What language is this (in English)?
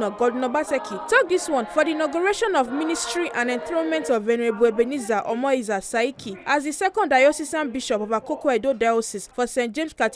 Nigerian Pidgin